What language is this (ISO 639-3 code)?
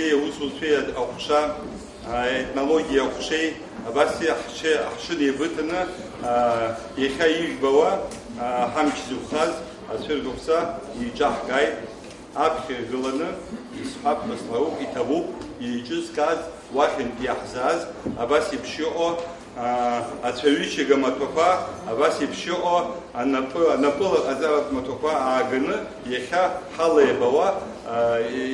abk